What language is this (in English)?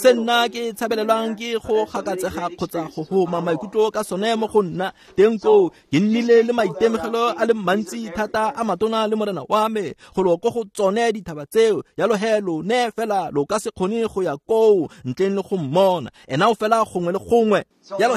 Tswana